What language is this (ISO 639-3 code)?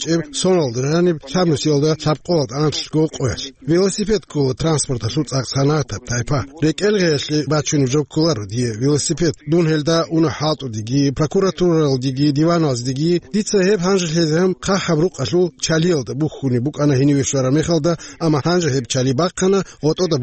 ava